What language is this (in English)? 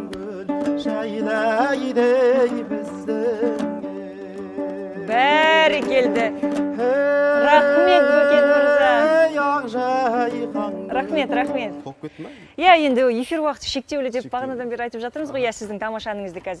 Kazakh